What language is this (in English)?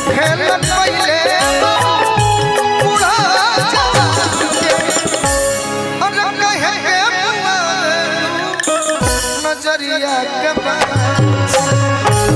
Bhojpuri